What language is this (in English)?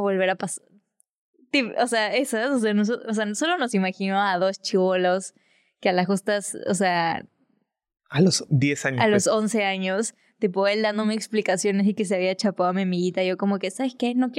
Spanish